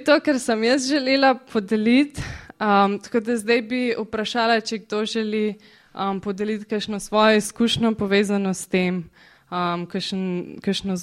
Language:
Slovenian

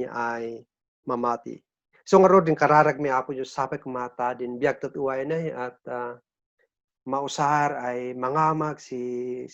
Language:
Kankanaey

